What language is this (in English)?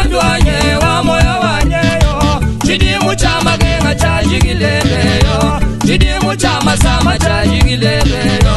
Luba-Lulua